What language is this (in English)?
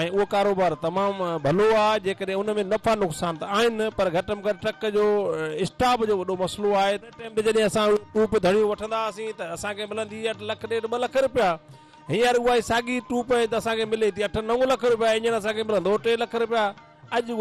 Sindhi